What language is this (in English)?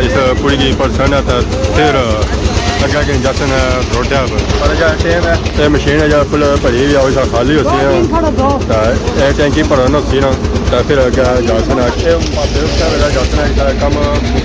Pahari-Potwari